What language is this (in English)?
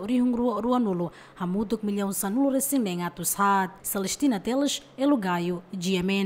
Tetum